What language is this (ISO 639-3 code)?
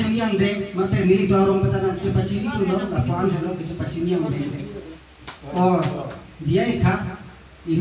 mjw